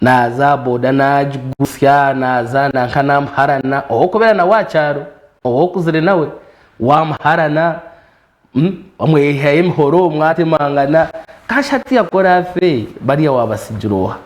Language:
Nyankole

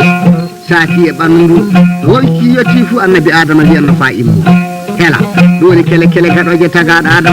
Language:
Fula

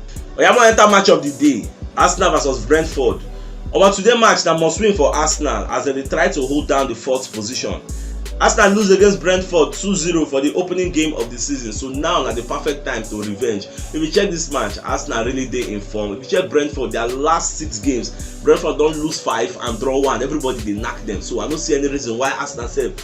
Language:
Nigerian Pidgin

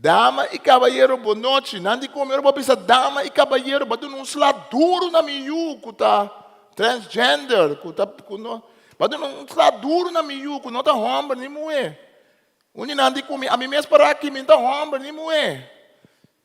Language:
Papiamento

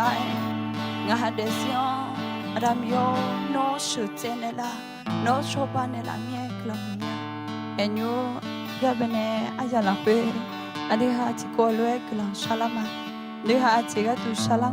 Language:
Akha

